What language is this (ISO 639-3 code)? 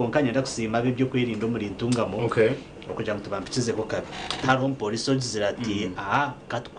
nyn